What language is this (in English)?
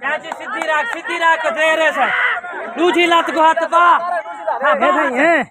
Saraiki